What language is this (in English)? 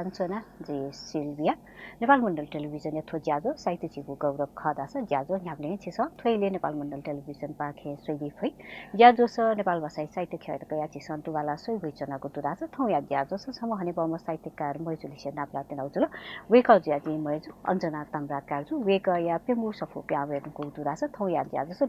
Newari